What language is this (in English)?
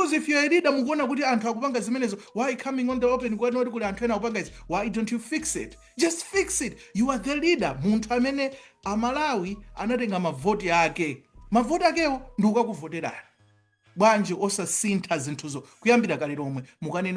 Nyanja